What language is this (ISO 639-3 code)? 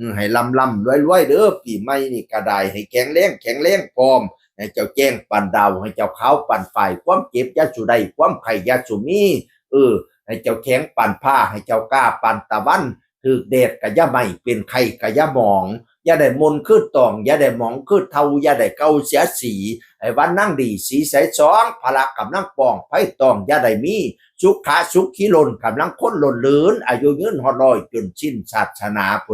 tts